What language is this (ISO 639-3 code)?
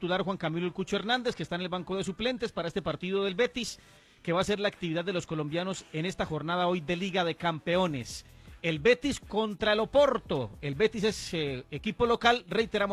spa